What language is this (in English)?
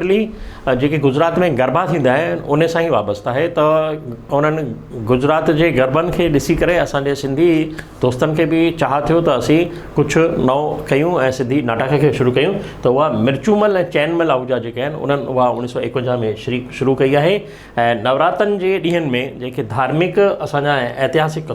Sindhi